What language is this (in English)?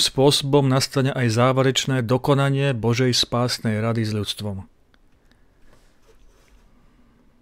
Slovak